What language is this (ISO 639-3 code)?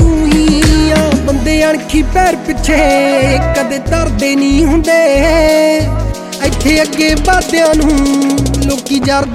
pan